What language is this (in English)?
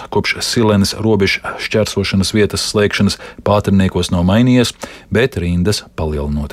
Latvian